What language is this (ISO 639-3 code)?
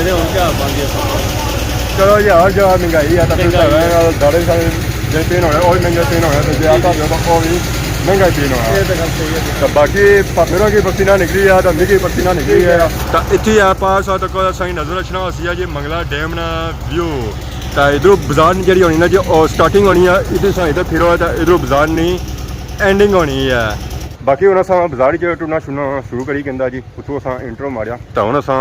phr